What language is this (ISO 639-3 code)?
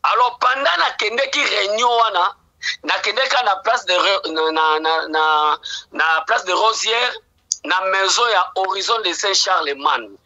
lin